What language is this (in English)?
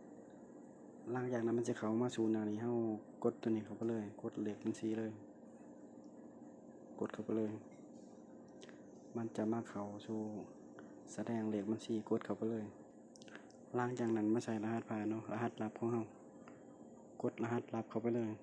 Lao